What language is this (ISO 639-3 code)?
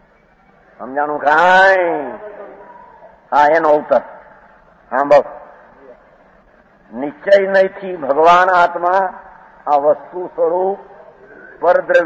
guj